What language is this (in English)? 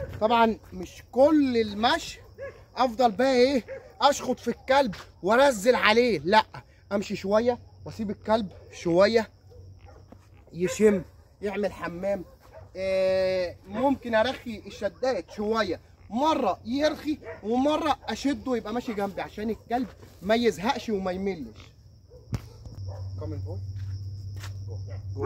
Egyptian Arabic